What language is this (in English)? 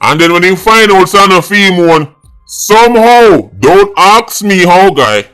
Jamaican Creole English